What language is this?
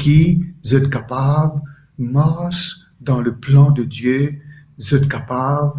Morisyen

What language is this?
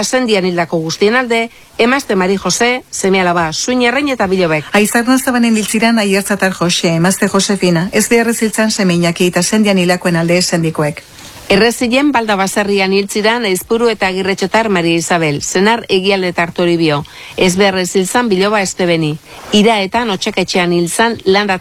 Basque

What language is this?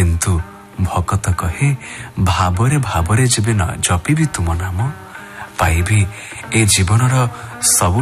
Odia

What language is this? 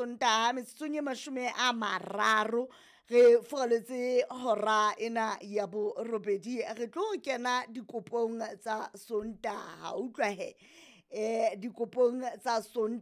Southern Sotho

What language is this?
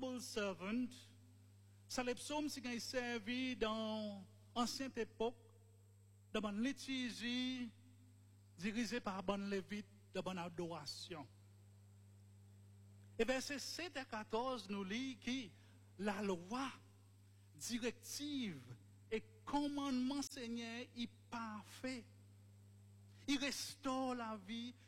French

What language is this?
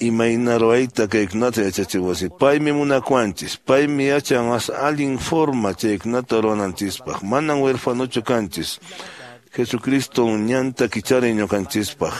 Quechua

